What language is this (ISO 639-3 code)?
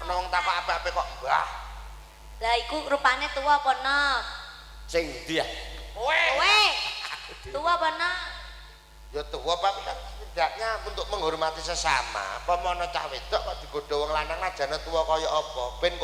jav